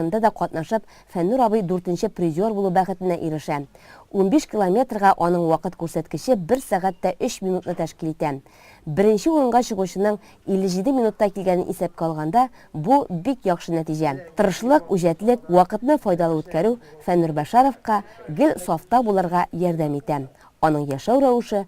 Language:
Tatar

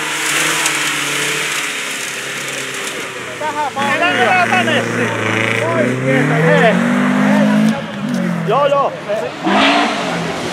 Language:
Finnish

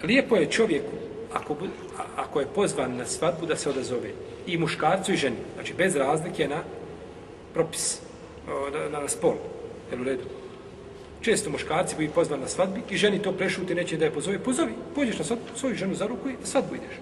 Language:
Bosnian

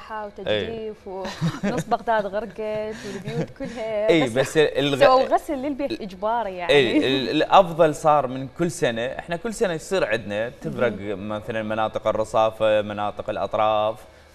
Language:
Mesopotamian Arabic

